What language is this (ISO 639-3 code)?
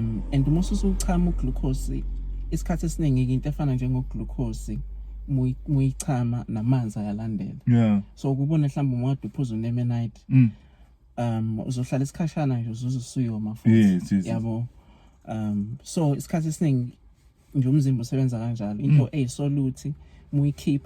zul